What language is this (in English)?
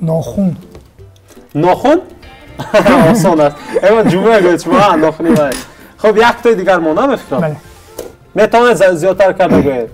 Tajik